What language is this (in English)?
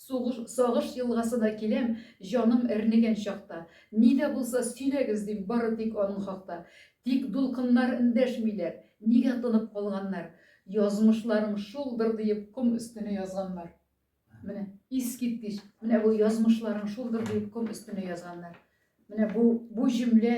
Tatar